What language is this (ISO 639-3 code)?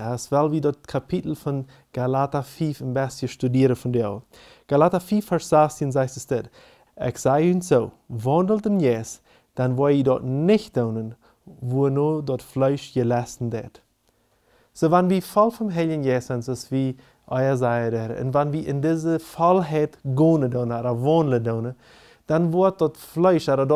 pdt